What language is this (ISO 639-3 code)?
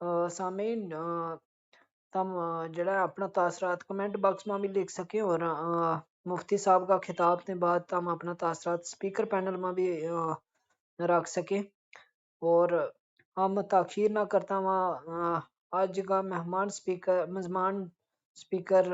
gju